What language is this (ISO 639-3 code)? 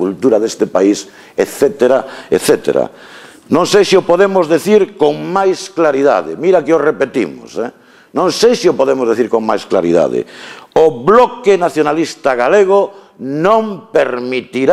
glg